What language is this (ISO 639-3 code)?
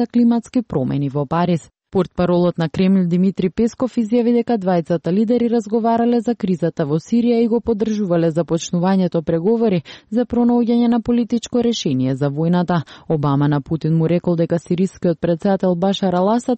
mkd